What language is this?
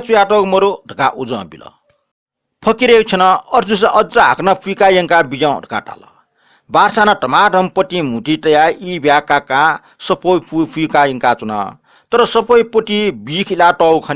Newari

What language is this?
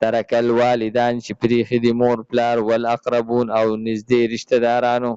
Pashto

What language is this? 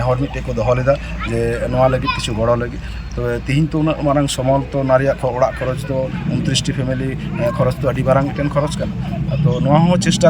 Santali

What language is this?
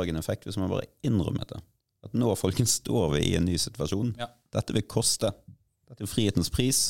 Norwegian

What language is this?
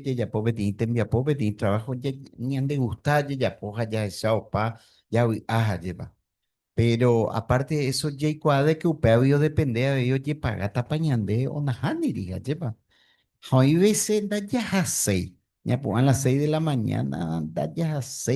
Guarani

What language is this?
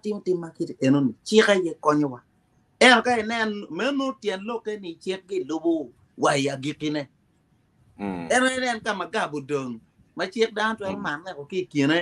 Acoli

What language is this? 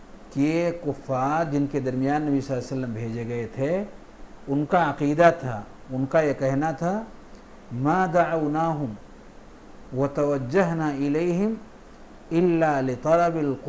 Urdu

